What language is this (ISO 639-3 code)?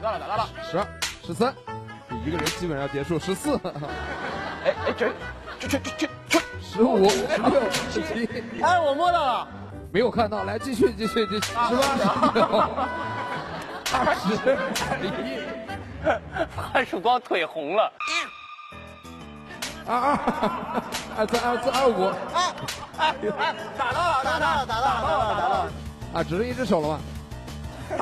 zho